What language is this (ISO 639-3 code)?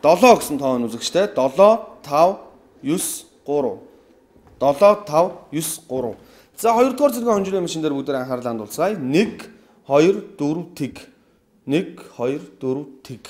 mon